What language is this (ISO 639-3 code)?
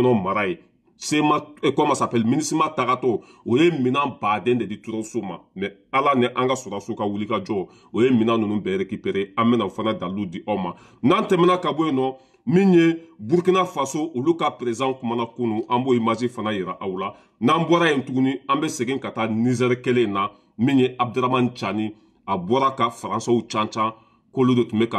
bam